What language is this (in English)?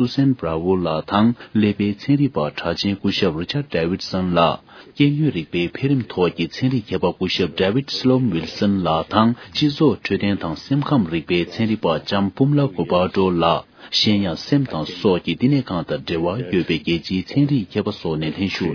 Tibetan